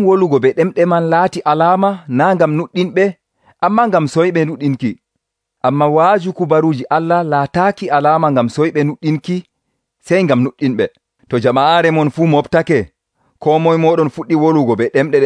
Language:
Nigerian Fulfulde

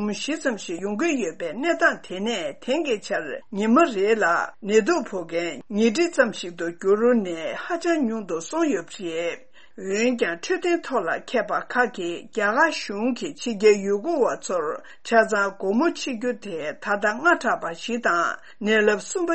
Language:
Tibetan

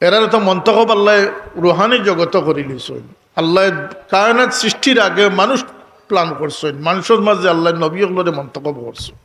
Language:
Sylheti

